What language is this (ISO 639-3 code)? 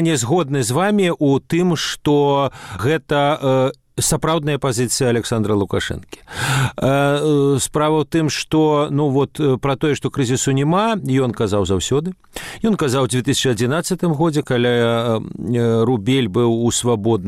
bel